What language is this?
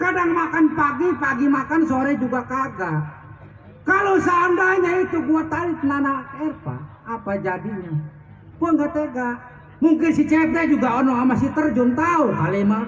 Betawi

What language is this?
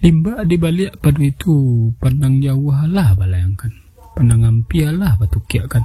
Minangkabau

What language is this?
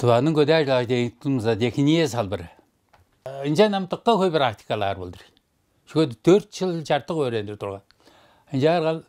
Tuvinian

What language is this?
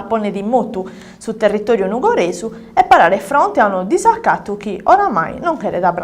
Sardinian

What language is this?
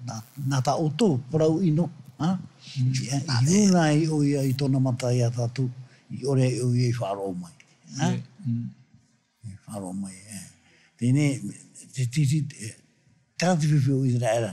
Tahitian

